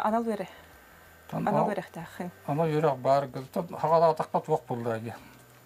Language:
Yakut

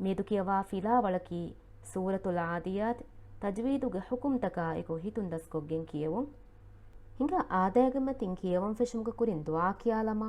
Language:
Divehi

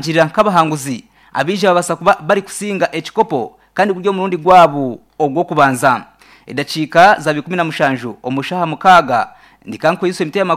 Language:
Nyankole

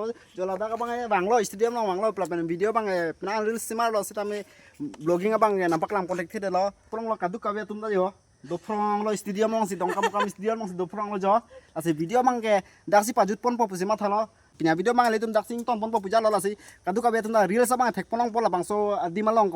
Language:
Karbi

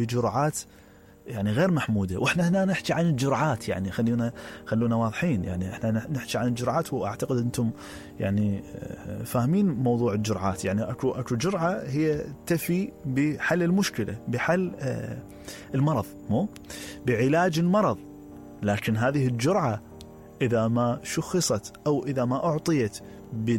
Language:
Mesopotamian Arabic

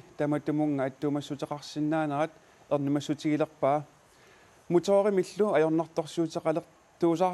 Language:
Kalaallisut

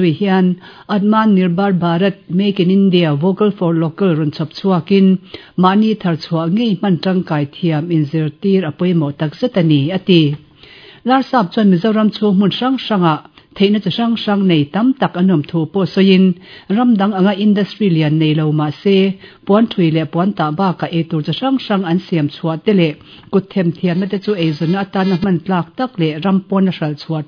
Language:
Mizo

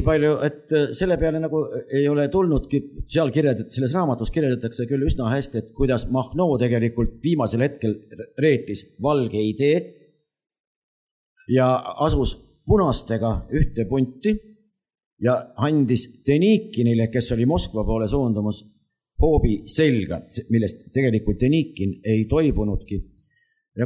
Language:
Estonian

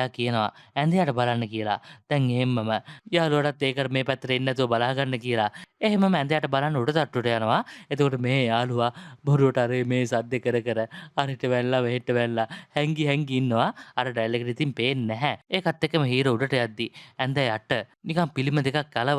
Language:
Sinhala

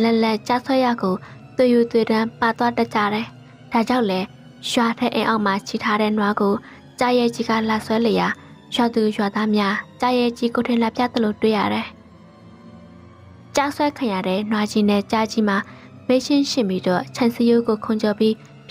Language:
Burmese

